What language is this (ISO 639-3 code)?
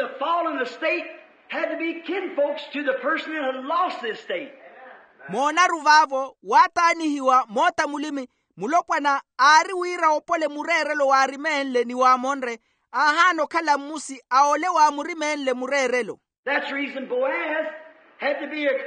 vmw